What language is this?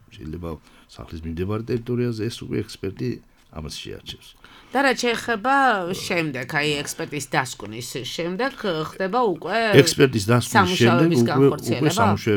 Georgian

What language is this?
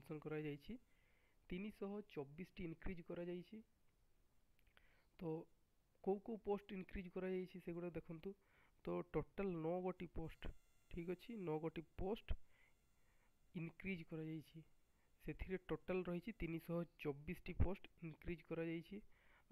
Odia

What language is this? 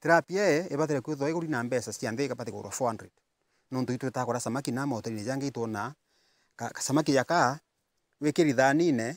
Meru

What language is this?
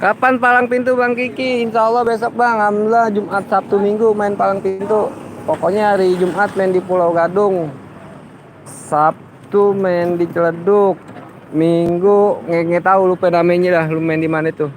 Betawi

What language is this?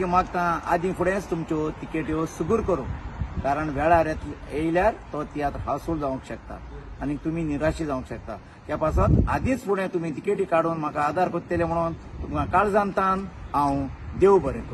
Konkani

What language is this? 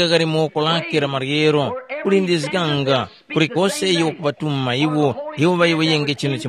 Tumbuka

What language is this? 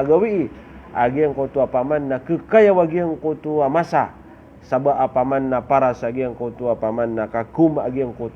Maranao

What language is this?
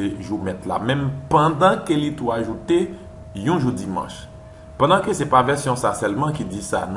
Haitian Creole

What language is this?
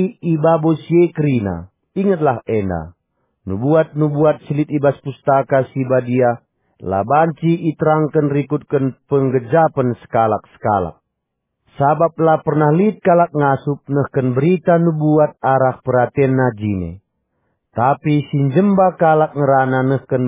Batak Karo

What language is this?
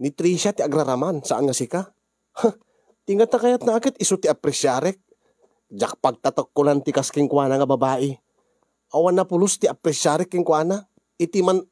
Iloko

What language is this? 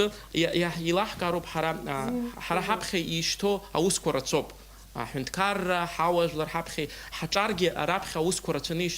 Abkhazian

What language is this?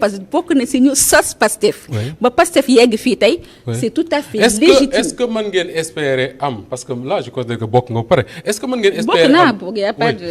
Wolof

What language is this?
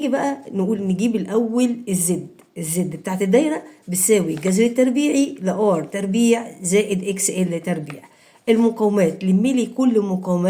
Egyptian Arabic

